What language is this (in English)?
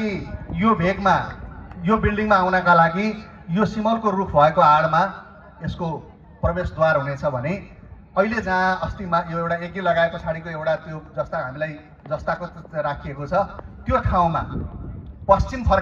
Nepali